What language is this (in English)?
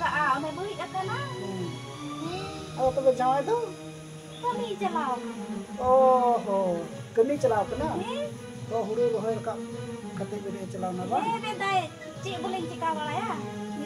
Santali